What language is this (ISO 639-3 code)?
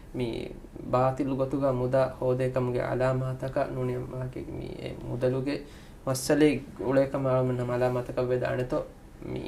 div